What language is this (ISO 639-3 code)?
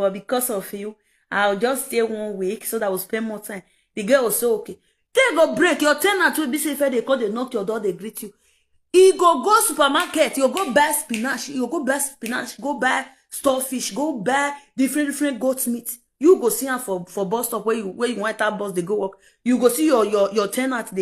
pcm